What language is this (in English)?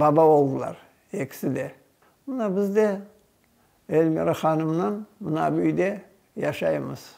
Crimean Tatar